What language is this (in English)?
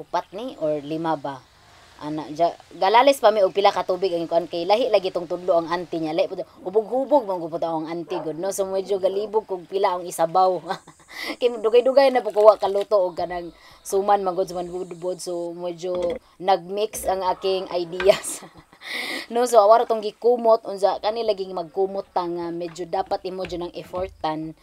Cebuano